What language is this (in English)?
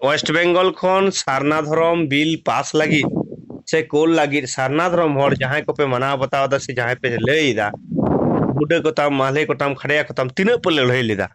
Santali